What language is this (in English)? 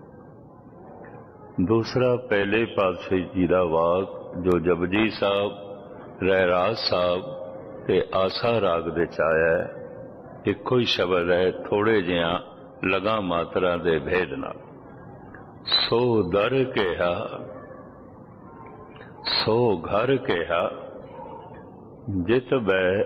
Punjabi